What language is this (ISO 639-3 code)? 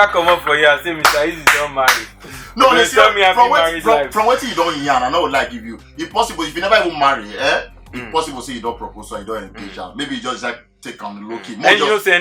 pcm